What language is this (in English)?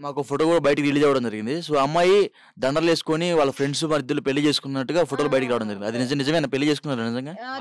Telugu